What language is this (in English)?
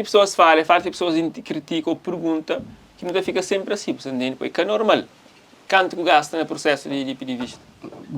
Kabuverdianu